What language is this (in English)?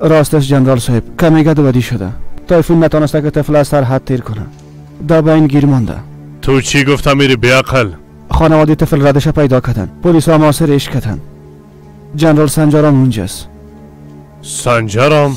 Persian